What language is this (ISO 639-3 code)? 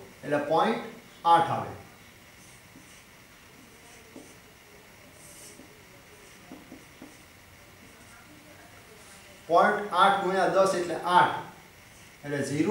guj